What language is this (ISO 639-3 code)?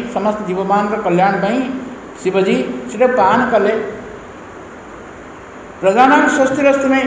ori